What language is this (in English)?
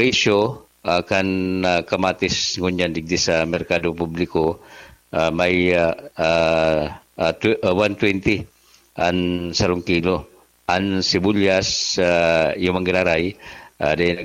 Bikol